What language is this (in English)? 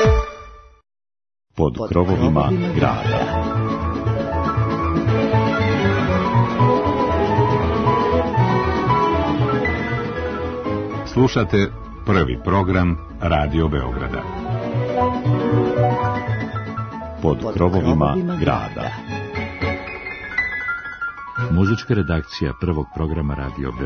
Serbian